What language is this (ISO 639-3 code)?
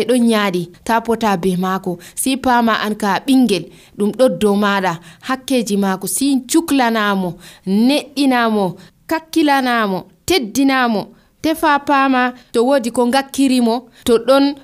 fuv